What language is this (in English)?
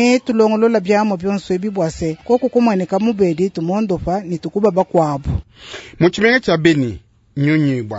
Luba-Lulua